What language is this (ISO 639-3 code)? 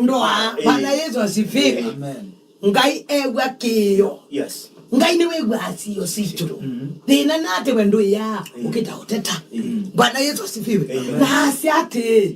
kam